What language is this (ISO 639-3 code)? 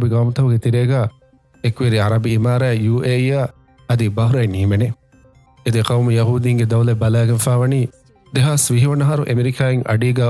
div